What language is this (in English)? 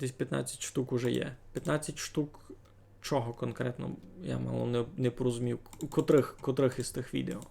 Rusyn